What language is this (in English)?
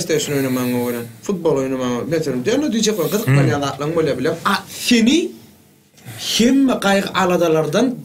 Turkmen